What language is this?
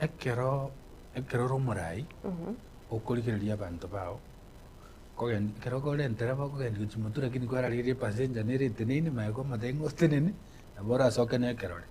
Gusii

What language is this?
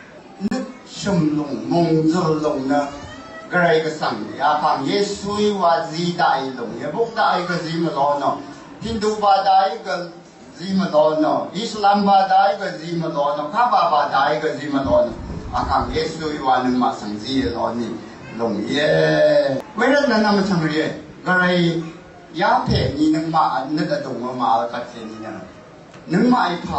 Rawang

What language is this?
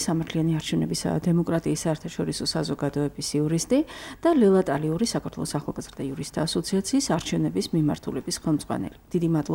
Georgian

